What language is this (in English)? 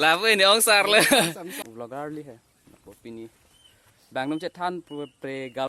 Karbi